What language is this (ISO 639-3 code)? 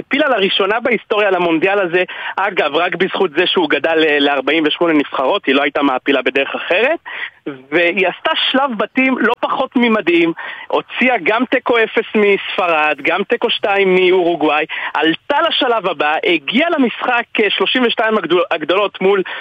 heb